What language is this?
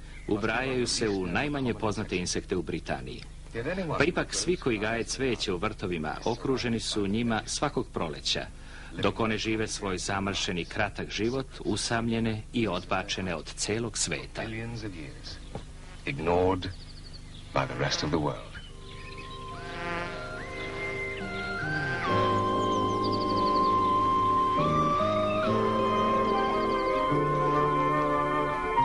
Serbian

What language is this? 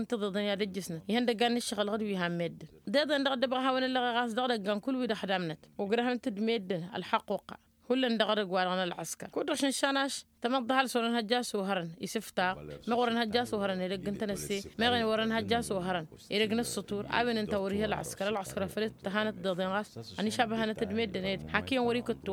Tamasheq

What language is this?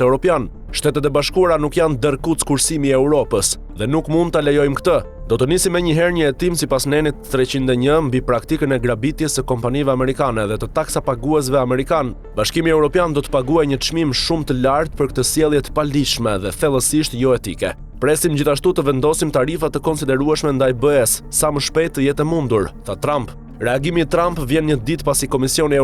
Albanian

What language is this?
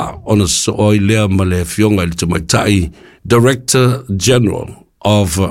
Samoan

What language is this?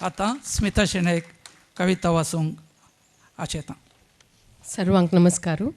Konkani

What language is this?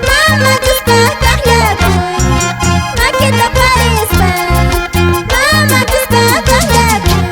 Quechua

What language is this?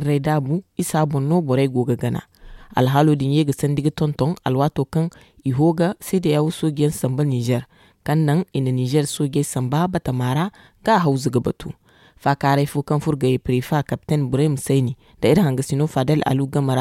Zarma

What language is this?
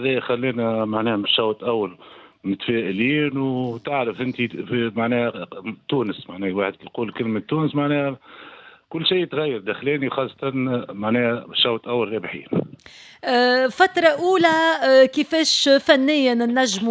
Tunisian Arabic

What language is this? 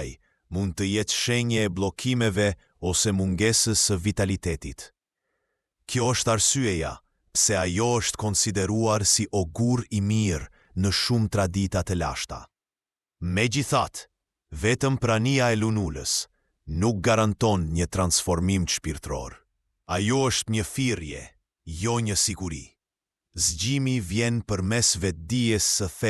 Albanian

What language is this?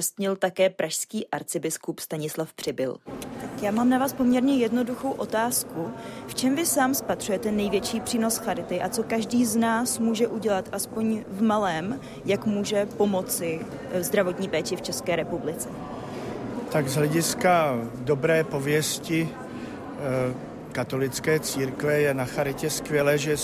Czech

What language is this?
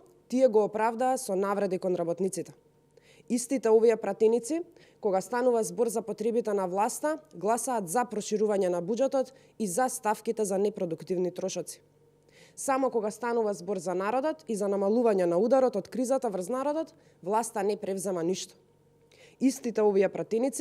Macedonian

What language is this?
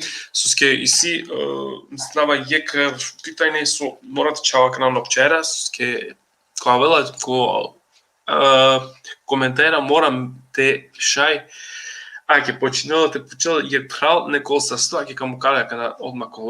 Balkan Romani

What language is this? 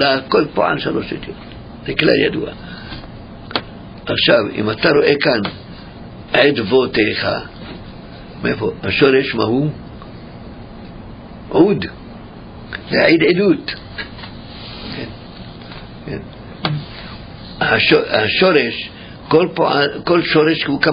Hebrew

